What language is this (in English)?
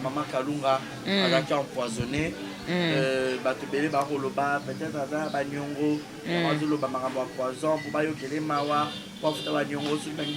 Lingala